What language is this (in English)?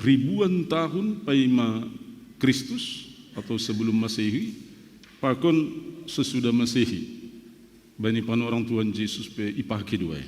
Batak Simalungun